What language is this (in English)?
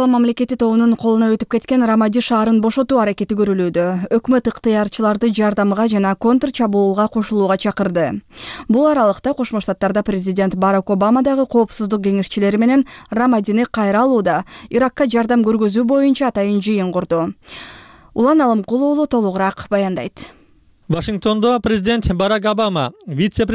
Kyrgyz